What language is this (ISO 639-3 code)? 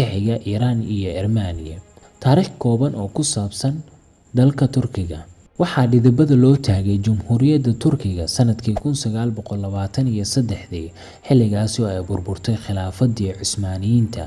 som